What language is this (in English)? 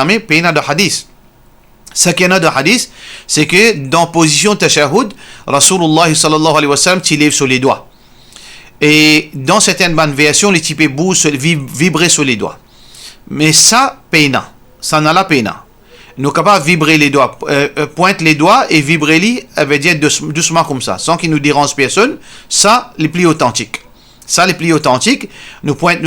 Morisyen